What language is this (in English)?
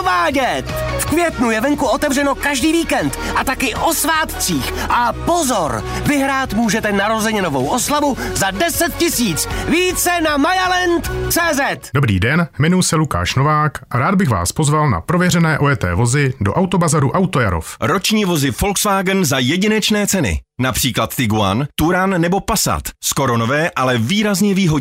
Czech